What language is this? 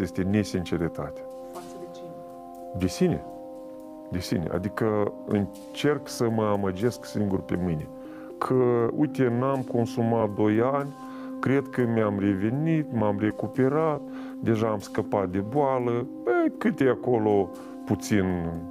Romanian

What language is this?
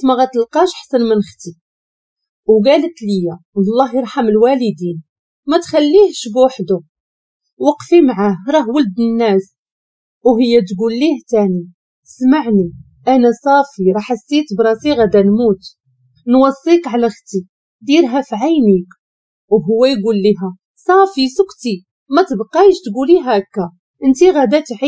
Moroccan Arabic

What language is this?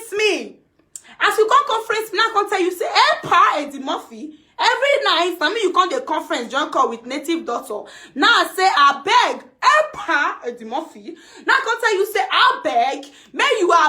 Nigerian Pidgin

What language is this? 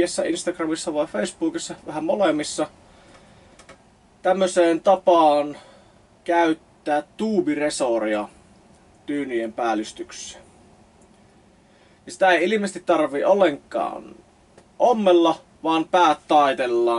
Finnish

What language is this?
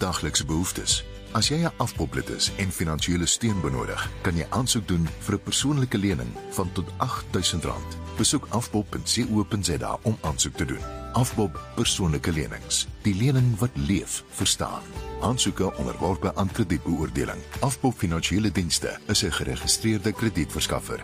Afrikaans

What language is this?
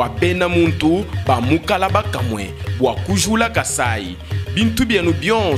Luba-Lulua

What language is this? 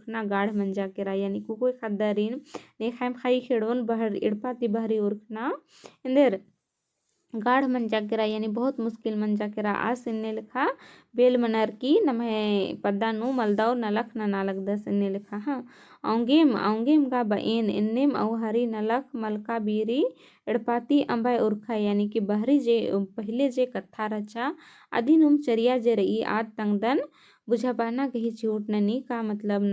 Kurukh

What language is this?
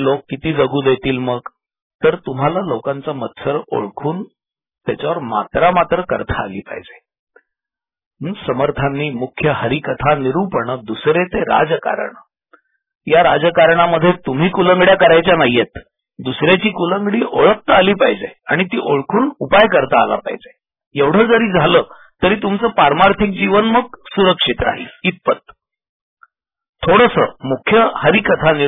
Marathi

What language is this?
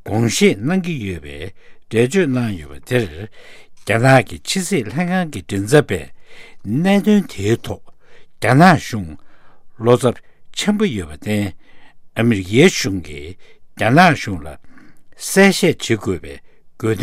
Tibetan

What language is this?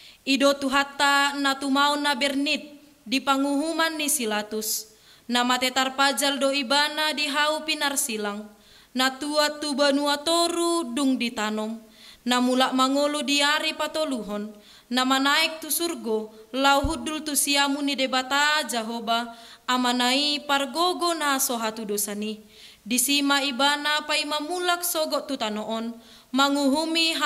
Batak Toba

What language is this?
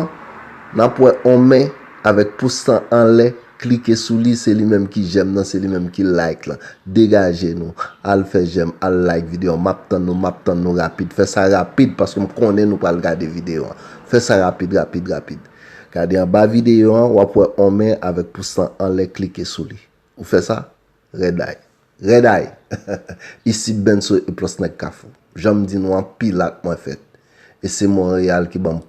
Haitian Creole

